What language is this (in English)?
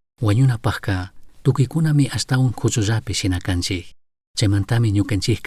Chimborazo Highland Quichua